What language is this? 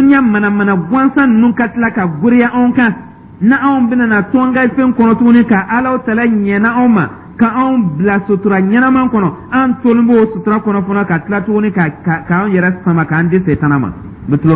Dyula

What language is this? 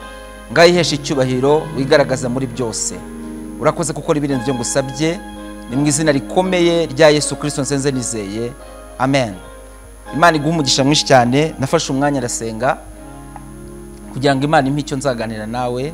Kinyarwanda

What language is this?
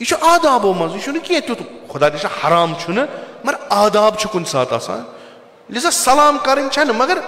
Kashmiri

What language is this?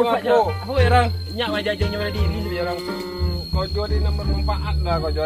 Minangkabau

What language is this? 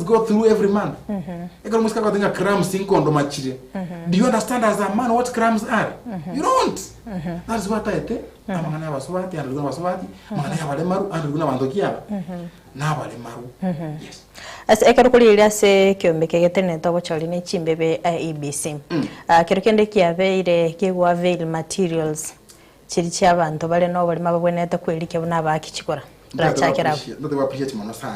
Gusii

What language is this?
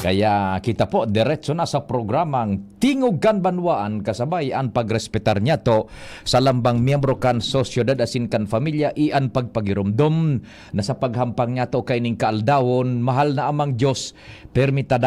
Bikol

